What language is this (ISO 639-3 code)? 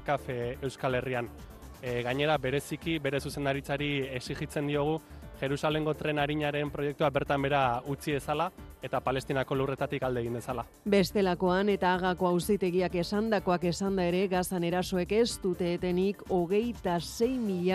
eus